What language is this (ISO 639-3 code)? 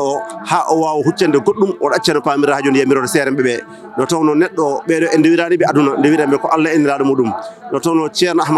ful